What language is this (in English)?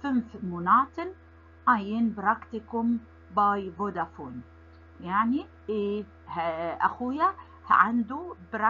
Egyptian Arabic